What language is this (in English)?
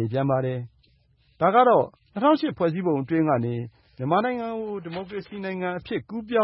Burmese